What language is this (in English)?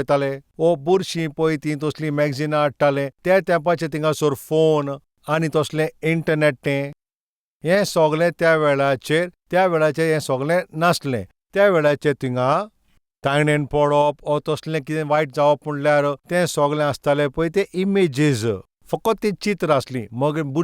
Konkani